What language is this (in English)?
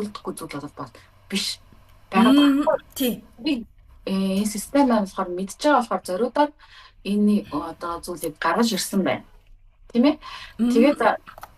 Mongolian